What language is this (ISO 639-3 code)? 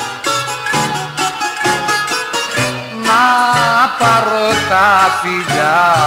ell